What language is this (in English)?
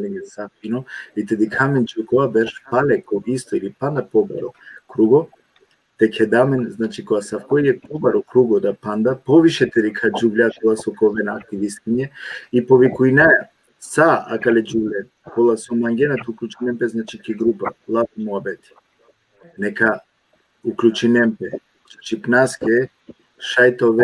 Balkan Romani